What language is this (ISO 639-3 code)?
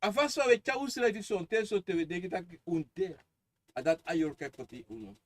srn